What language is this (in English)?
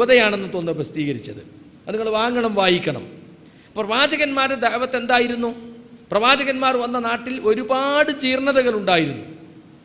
Malayalam